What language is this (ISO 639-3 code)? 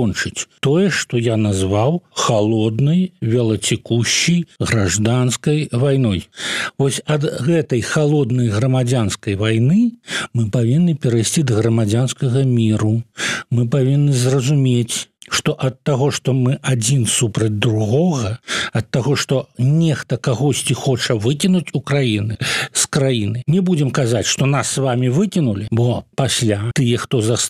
bel